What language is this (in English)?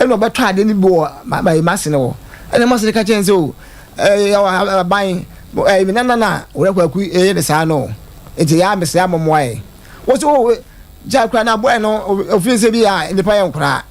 Akan